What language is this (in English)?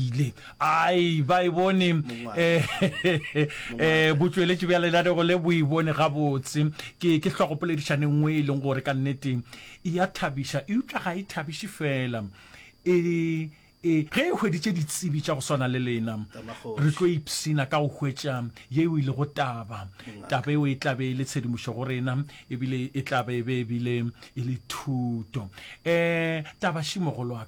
Northern Sotho